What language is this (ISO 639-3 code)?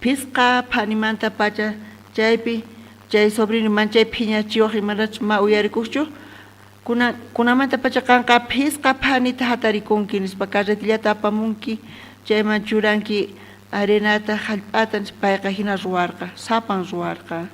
quh